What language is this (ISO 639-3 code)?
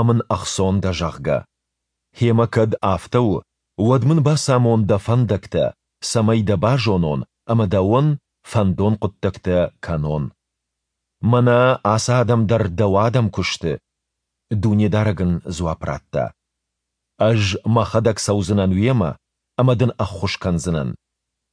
oss